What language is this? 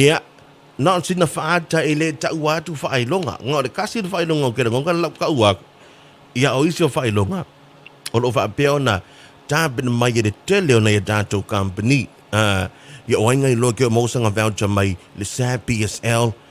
Samoan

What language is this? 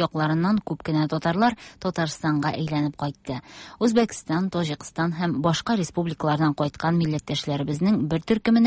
Tatar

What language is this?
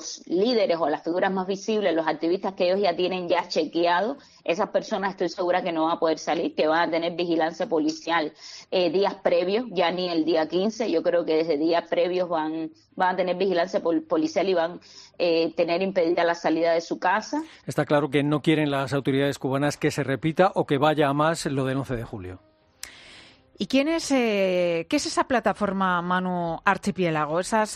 Spanish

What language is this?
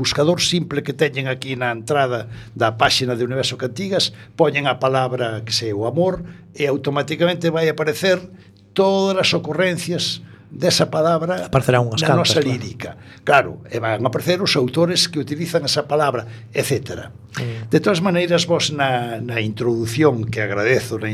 Galician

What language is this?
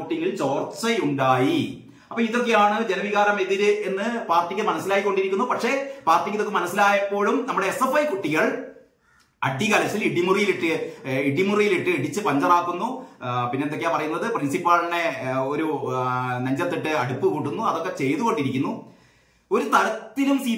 Malayalam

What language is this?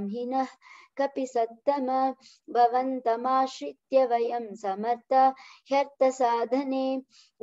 Sanskrit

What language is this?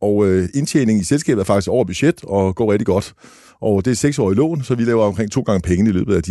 Danish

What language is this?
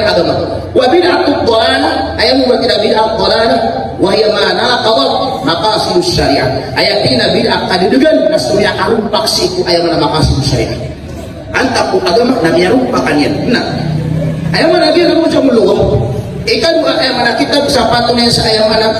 Maranao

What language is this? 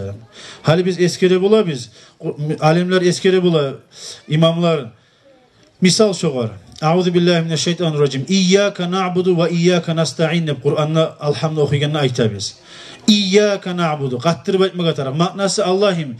Kumyk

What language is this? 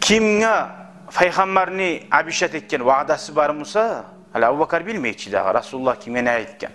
Kumyk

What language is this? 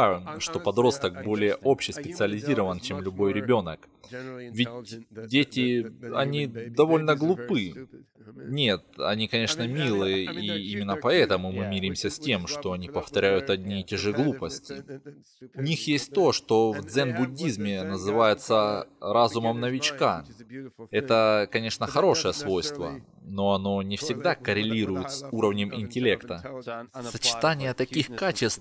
Russian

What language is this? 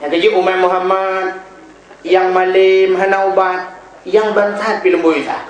Achinese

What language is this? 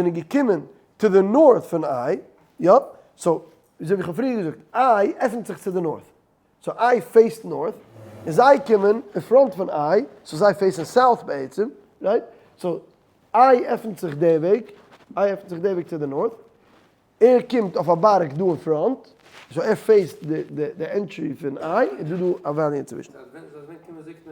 Yiddish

